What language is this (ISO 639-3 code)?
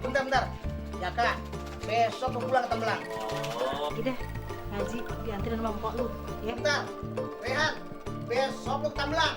bew